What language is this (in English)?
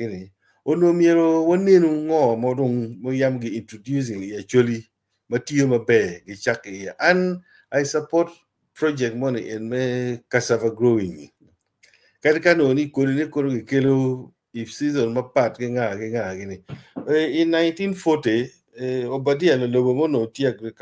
Acoli